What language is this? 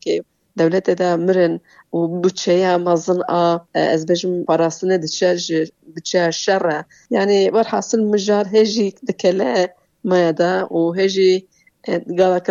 Kurdish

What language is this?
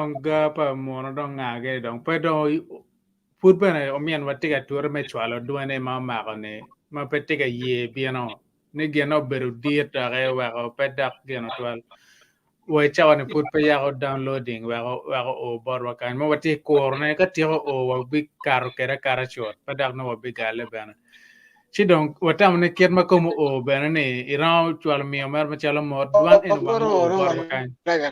Acoli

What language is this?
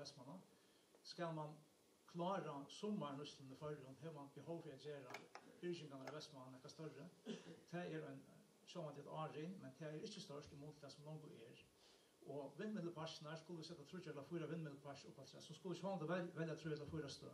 Faroese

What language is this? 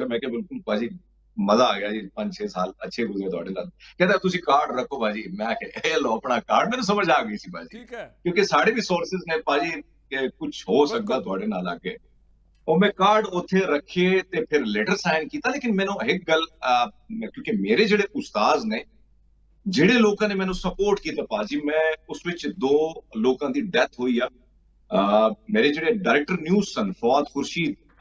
Punjabi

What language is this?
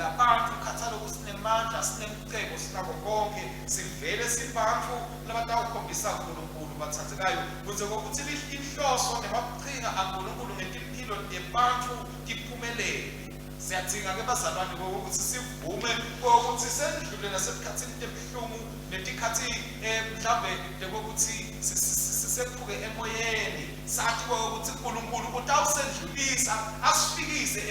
Swati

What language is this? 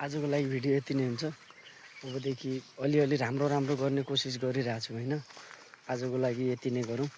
Nepali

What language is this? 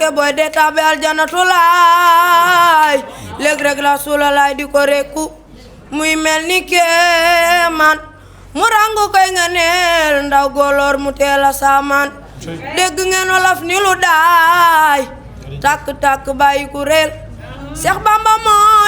Wolof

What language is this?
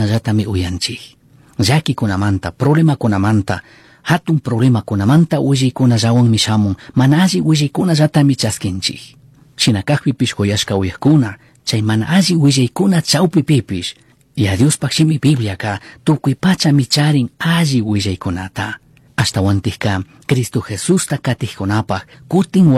Chimborazo Highland Quichua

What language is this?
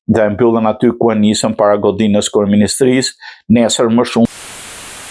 Albanian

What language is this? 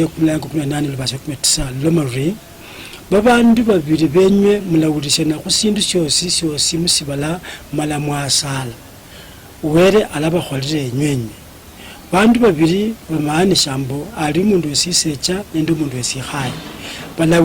Luyia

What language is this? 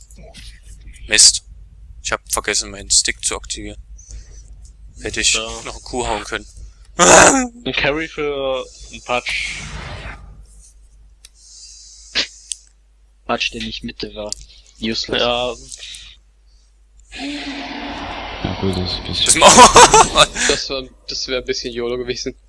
German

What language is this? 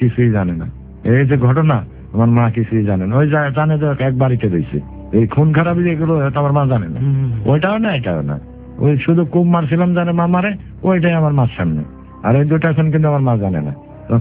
Bangla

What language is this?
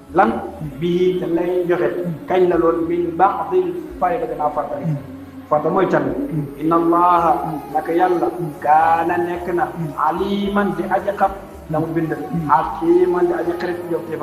Wolof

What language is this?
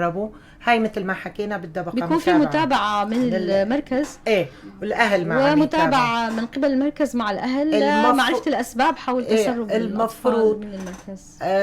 North Levantine Arabic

